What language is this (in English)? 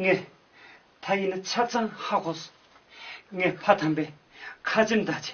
Tibetan